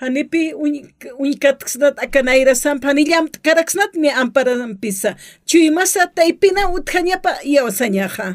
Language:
Aymara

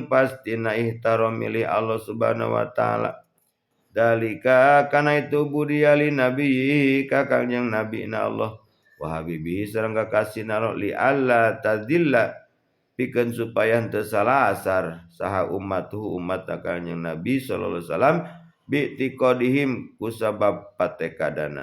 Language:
Sundanese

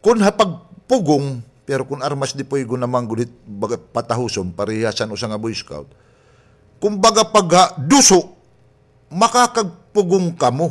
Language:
Waray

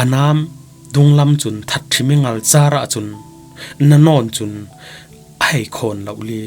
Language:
Falam Chin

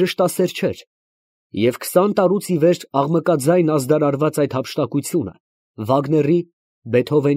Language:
Armenian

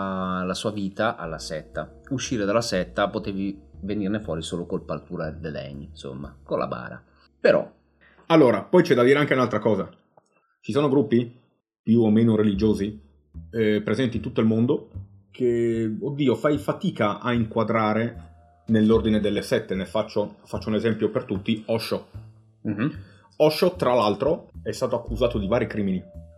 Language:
Italian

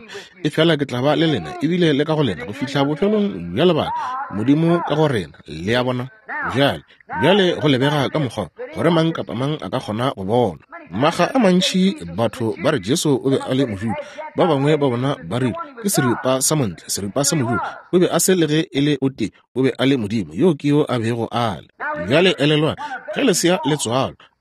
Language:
Northern Sotho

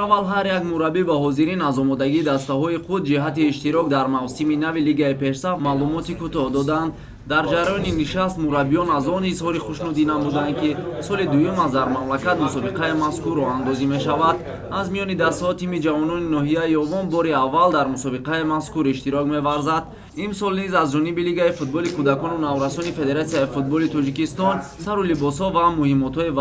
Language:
Tajik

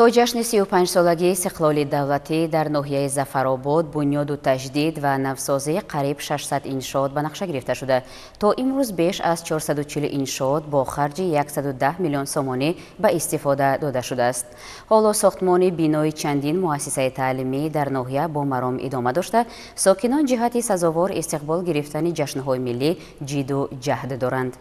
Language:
Tajik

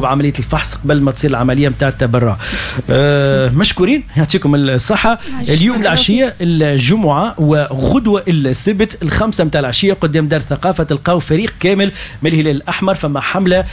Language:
Tunisian Arabic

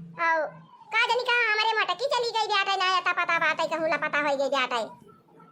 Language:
Awadhi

